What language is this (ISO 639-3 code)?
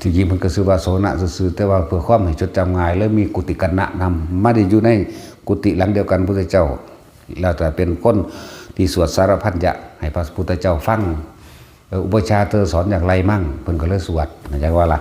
tts